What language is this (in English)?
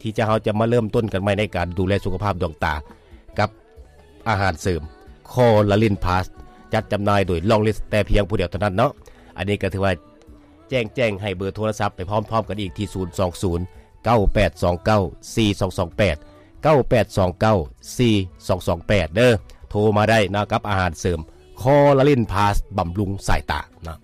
Lao